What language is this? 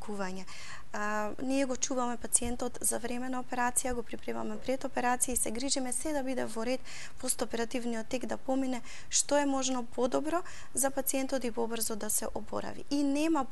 Macedonian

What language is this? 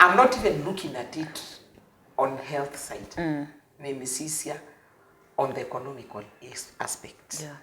Kamba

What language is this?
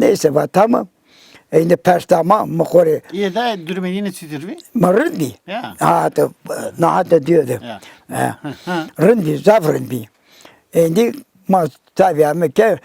Zaza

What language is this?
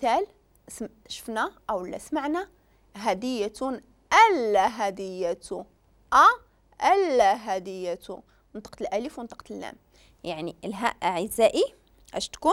Moroccan Arabic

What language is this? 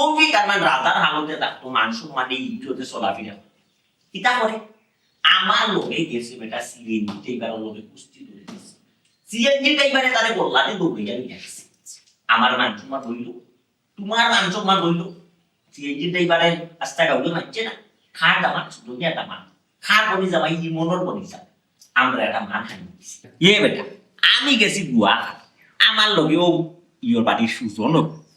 Sylheti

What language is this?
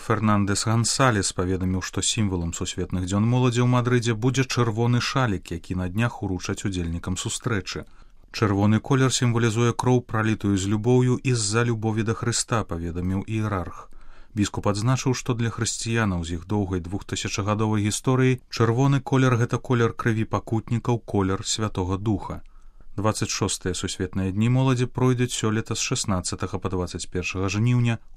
Belarusian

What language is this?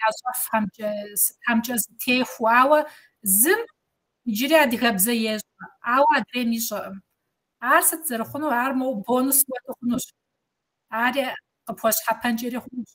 Kabardian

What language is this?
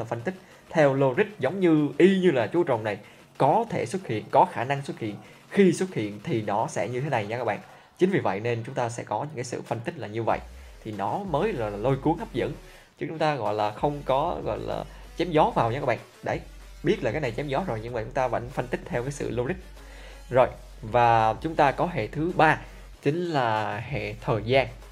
Vietnamese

